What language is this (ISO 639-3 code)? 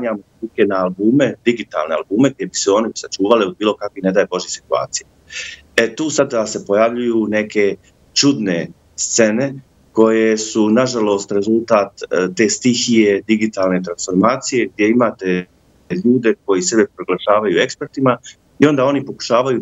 bos